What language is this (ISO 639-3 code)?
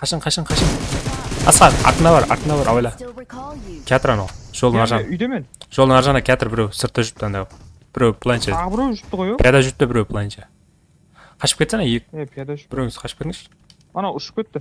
kaa